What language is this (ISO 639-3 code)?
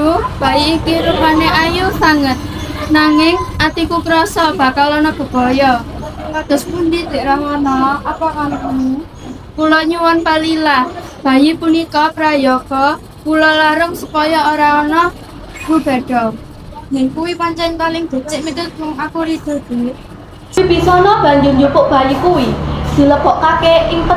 jav